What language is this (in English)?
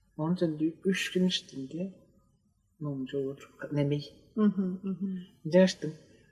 Tuvinian